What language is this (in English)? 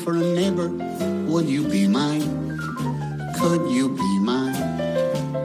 Thai